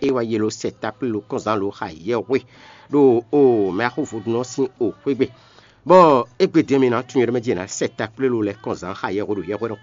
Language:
Fon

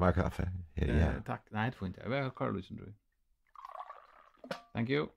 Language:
Faroese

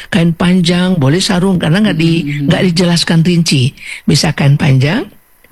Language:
Indonesian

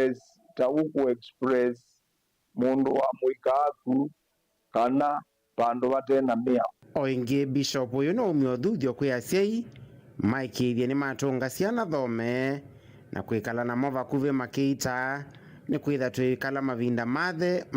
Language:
Kamba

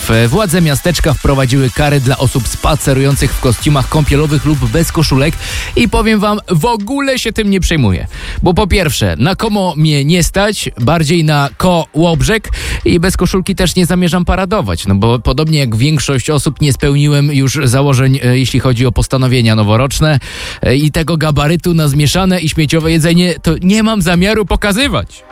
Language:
Polish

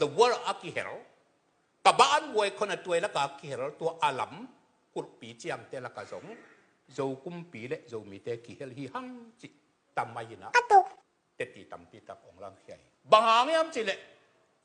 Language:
Tedim Chin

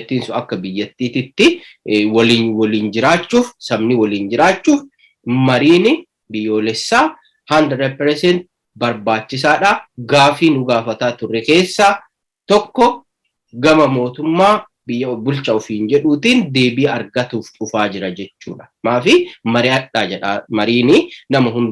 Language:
Oromo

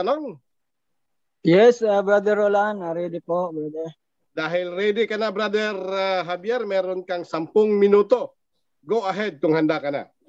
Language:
Filipino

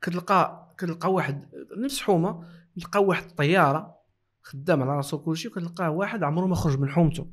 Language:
Moroccan Arabic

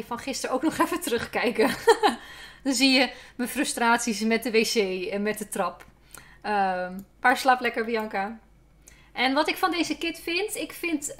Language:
Dutch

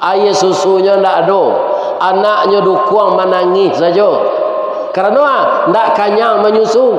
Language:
Minangkabau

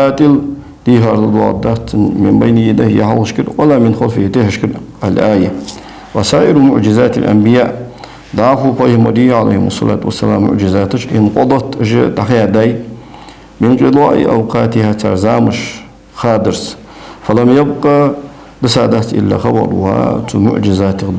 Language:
Ingush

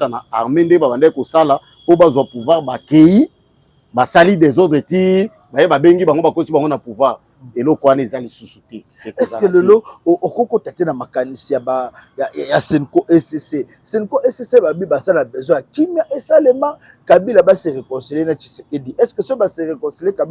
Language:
Lingala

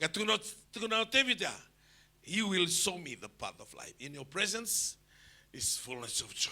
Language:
Fijian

